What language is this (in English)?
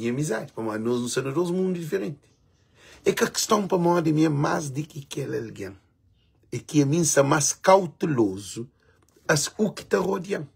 Kabuverdianu